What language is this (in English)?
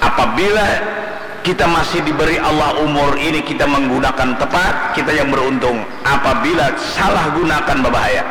Banjar